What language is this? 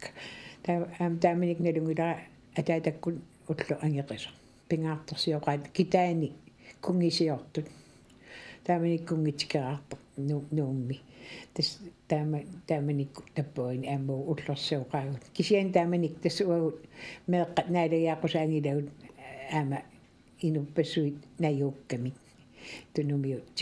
Kalaallisut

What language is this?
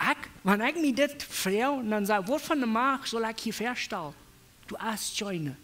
Plautdietsch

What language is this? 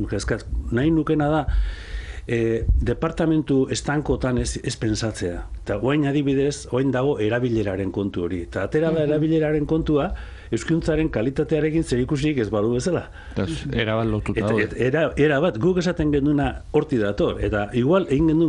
Basque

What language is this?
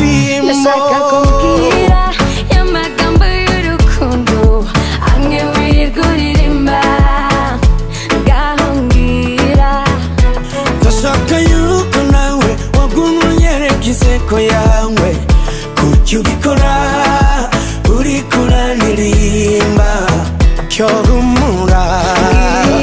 Kinyarwanda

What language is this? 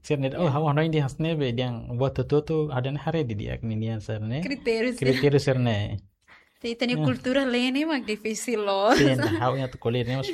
Tetum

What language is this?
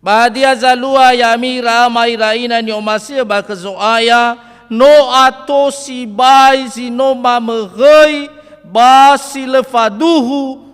Nias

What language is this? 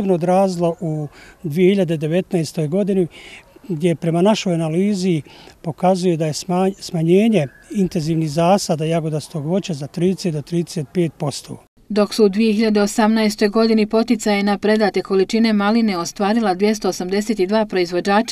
Bosnian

